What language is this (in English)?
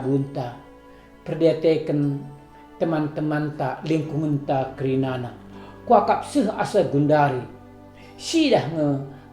Batak Karo